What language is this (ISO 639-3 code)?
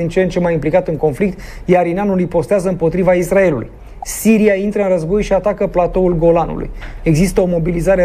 ron